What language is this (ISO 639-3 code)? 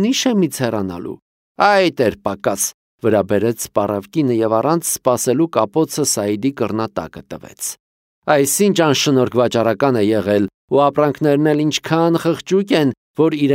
hye